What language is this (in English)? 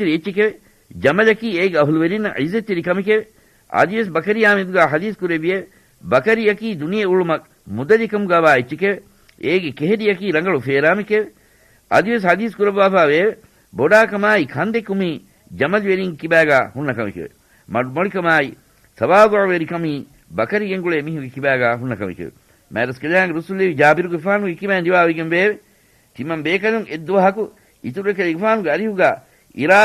Divehi